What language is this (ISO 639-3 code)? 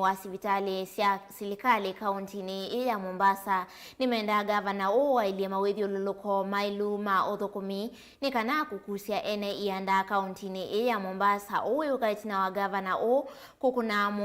kam